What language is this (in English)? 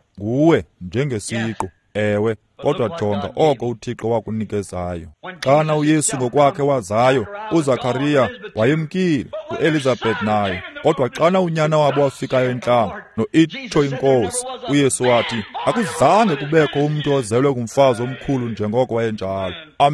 Xhosa